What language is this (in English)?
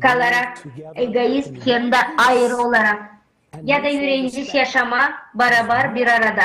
Gagauz